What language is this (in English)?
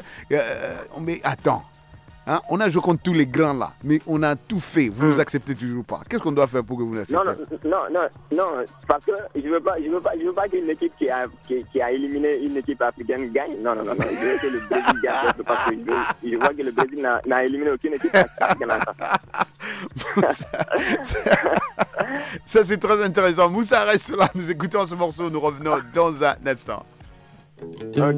French